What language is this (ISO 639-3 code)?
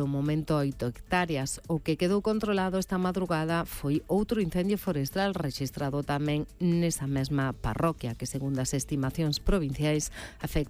glg